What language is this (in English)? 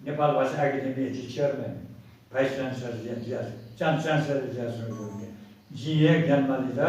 Newari